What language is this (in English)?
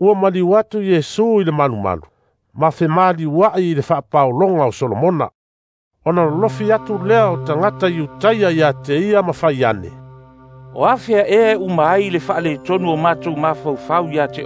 Samoan